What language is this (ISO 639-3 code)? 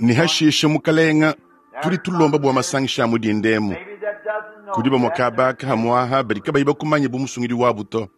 lua